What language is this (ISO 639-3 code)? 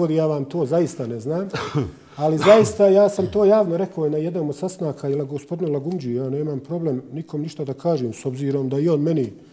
bos